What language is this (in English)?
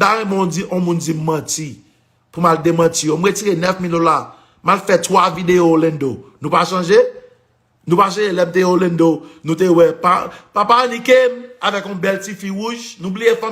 Haitian Creole